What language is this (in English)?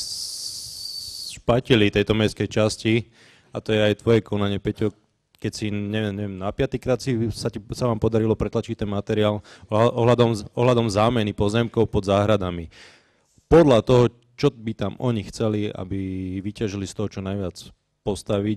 Slovak